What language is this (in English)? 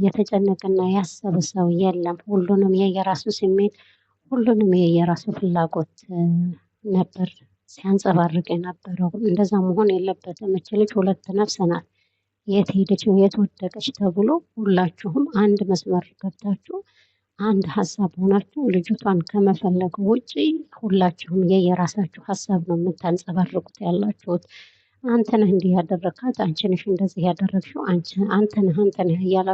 Amharic